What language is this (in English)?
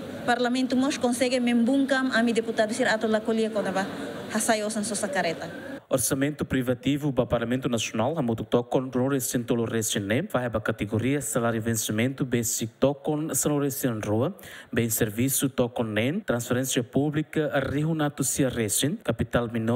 Tetum